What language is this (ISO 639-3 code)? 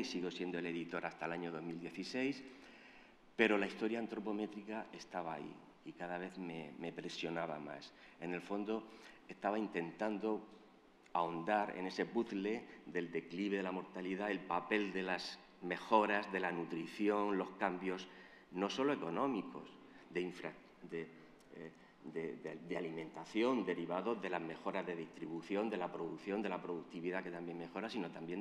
spa